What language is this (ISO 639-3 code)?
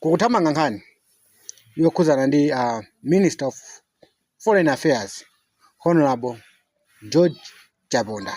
nya